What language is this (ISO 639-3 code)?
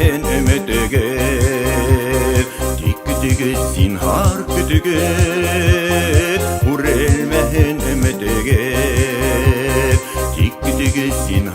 bak